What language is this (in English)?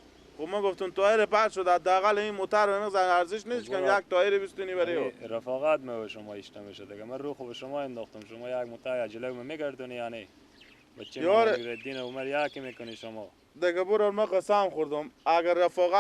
Persian